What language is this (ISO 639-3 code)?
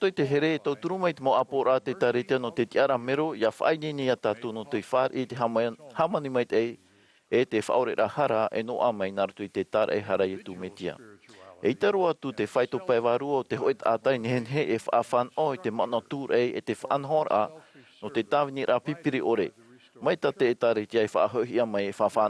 tah